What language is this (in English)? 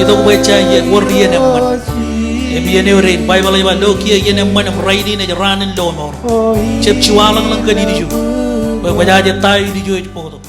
Marshallese